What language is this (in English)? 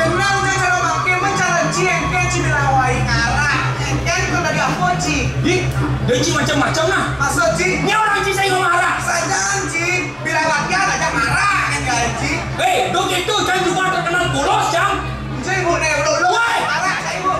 Balinese